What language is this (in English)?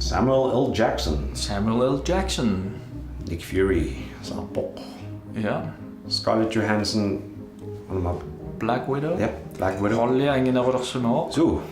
Kalaallisut